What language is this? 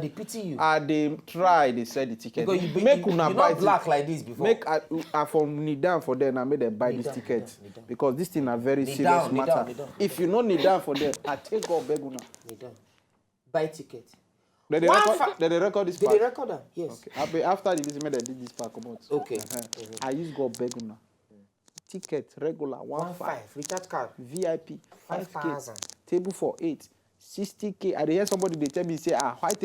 Nigerian Pidgin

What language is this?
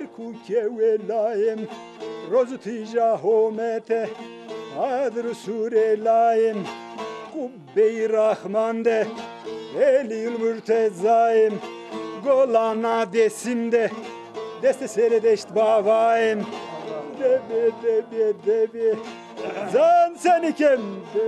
Turkish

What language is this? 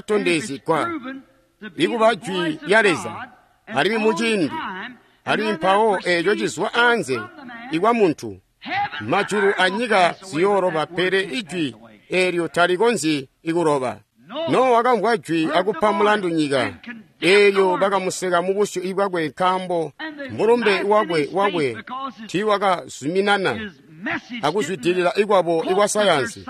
Tonga (Zambia)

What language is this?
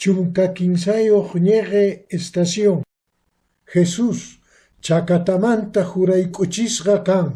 Quechua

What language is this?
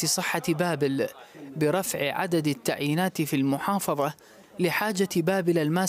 Mesopotamian Arabic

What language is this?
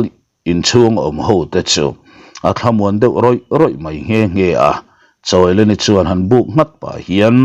Mizo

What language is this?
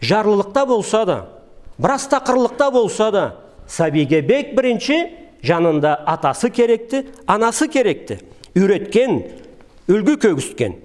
Karachay-Balkar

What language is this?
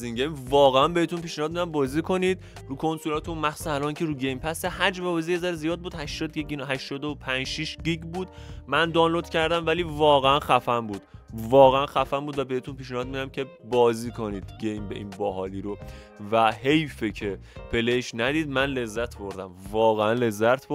Persian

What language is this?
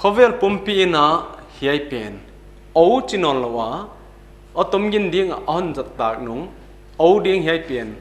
Paite Chin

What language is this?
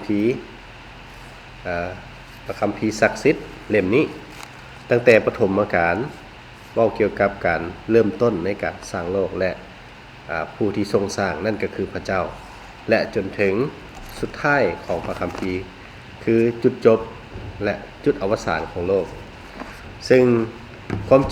Lao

